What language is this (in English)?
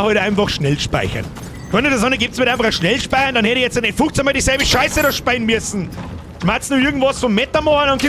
Bavarian